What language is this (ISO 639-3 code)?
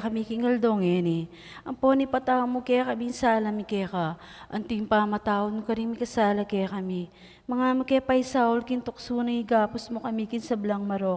pam